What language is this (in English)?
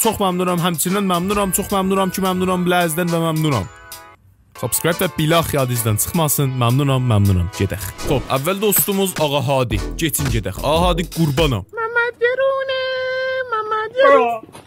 South Azerbaijani